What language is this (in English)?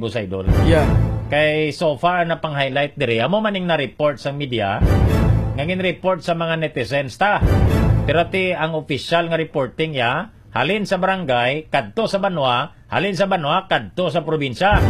Hiligaynon